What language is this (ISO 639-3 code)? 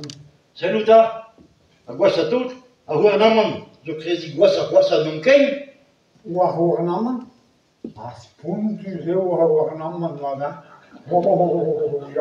bre